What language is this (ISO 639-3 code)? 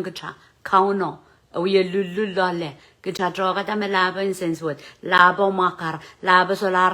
pon